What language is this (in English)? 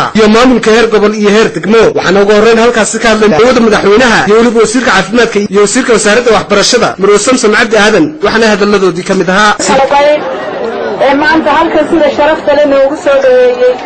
Somali